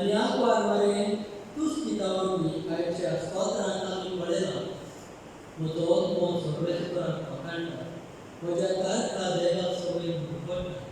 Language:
Konkani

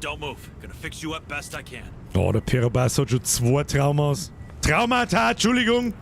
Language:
Bavarian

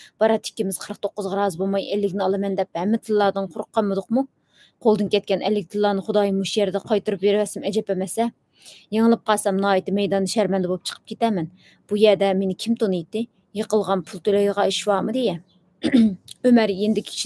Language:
Uyghur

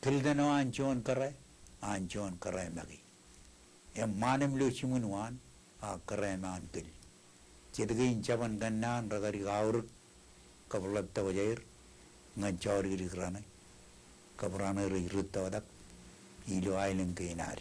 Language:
Marshallese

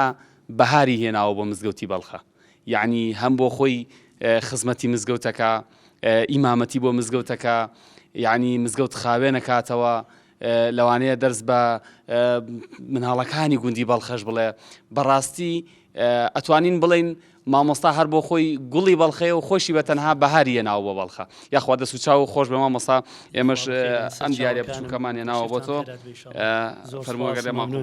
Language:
Central Kurdish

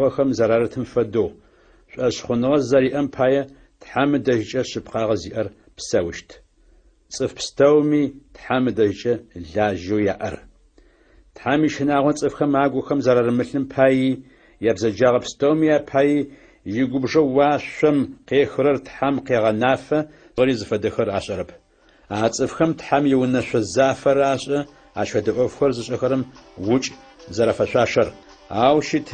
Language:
Adyghe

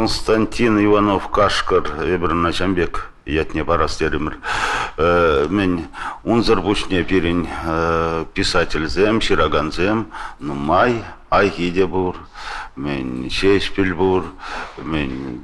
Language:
Chuvash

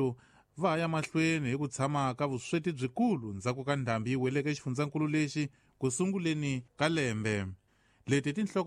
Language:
Tsonga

